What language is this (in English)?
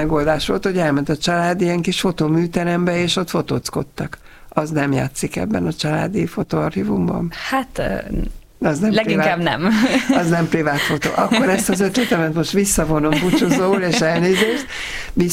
Hungarian